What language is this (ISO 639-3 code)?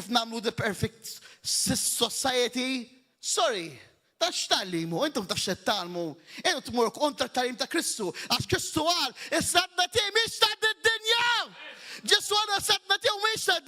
mlt